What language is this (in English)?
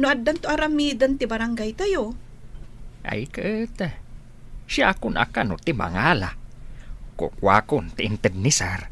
Iloko